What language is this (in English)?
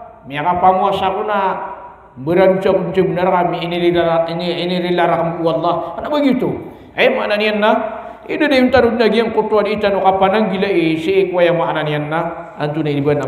Maranao